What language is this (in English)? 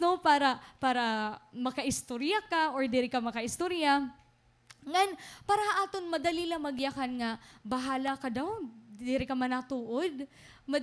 Waray